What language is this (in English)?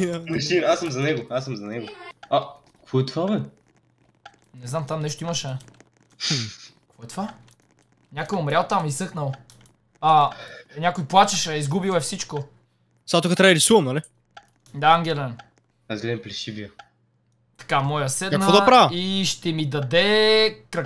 Bulgarian